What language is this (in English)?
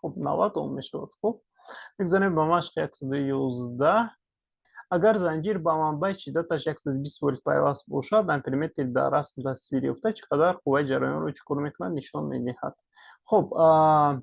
Tajik